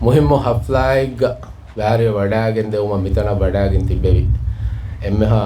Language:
Divehi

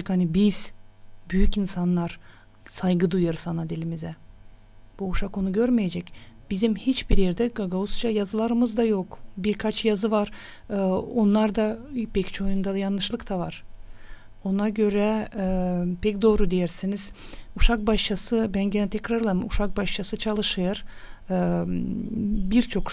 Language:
Gagauz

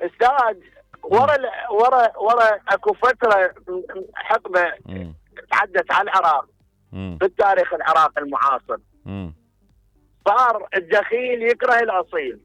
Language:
Mesopotamian Arabic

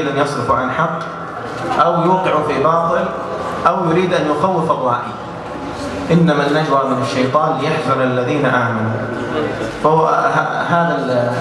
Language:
Arabic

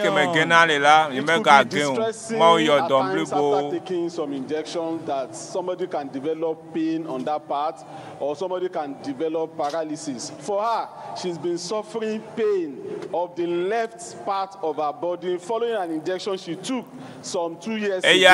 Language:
Ewe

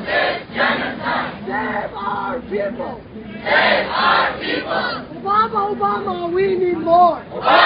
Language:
English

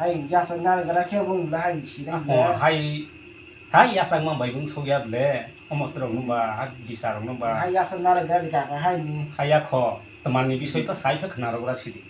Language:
Kok Borok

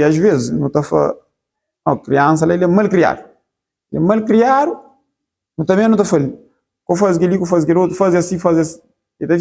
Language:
Kabuverdianu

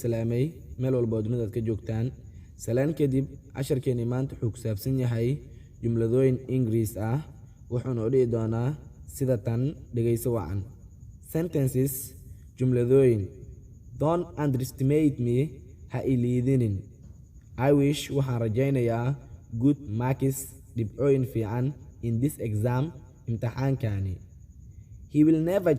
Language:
Somali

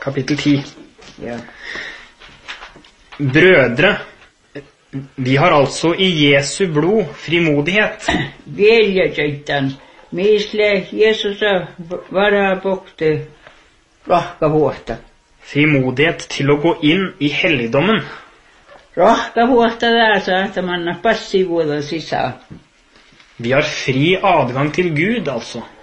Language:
Norwegian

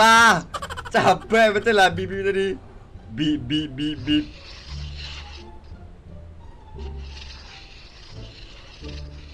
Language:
Malay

